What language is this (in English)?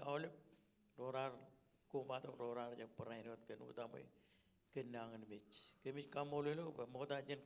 Marshallese